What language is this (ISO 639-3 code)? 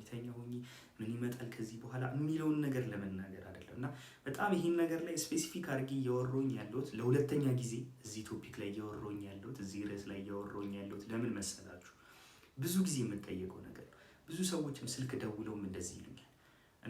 amh